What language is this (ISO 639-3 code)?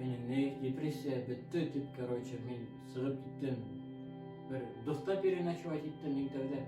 bak